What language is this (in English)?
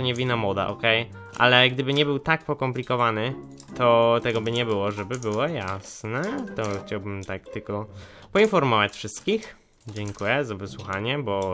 Polish